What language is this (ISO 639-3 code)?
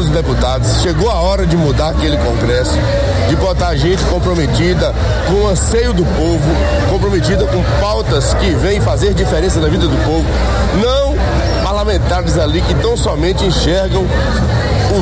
por